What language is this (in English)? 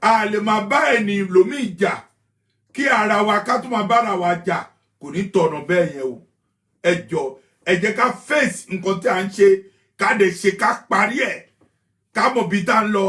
Yoruba